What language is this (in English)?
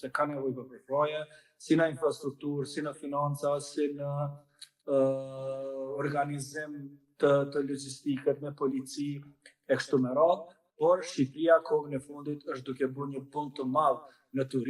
Albanian